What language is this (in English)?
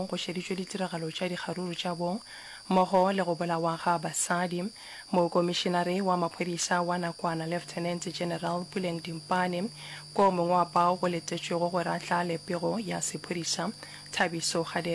Northern Sotho